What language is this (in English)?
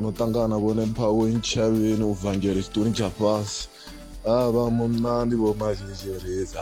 Venda